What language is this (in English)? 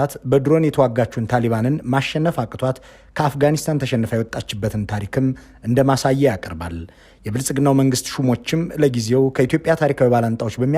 Amharic